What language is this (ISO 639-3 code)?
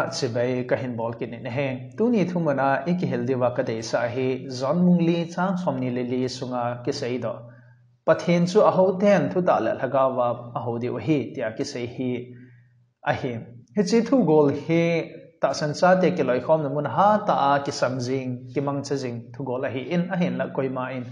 tcz